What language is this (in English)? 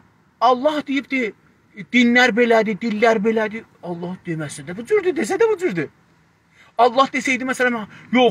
South Azerbaijani